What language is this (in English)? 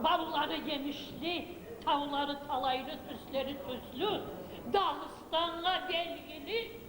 Kumyk